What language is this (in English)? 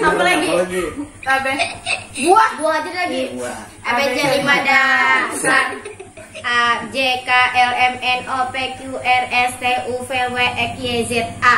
Banjar